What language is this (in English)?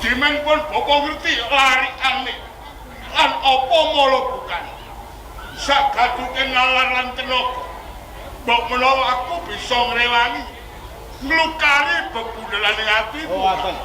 Javanese